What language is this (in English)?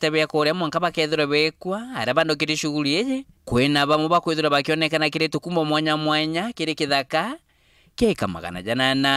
Meru